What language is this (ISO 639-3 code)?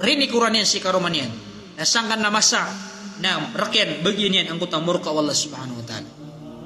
mrw